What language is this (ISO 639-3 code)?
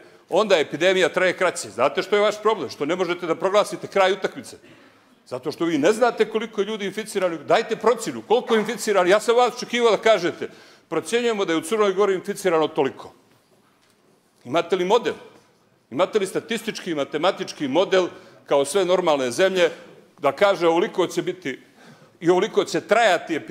srp